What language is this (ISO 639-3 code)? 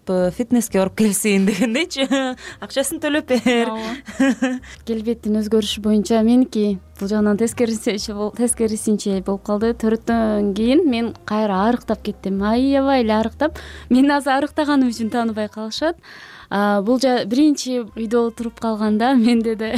kir